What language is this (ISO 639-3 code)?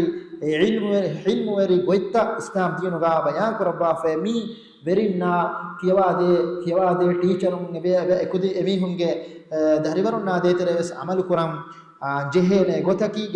div